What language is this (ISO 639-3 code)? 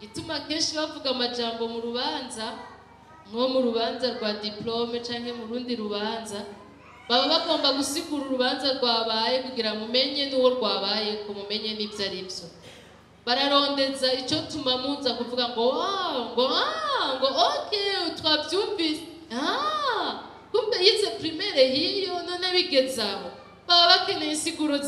run